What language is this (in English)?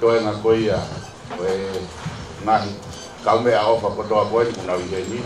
Tongan